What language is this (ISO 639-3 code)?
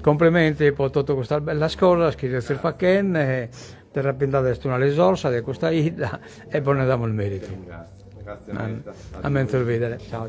srd